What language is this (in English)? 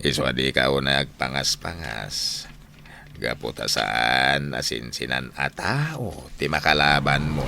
Iloko